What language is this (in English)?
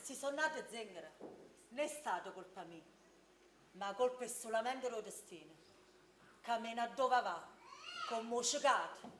Neapolitan